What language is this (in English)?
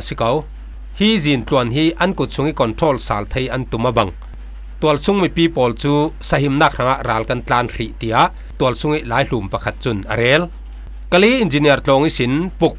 Falam Chin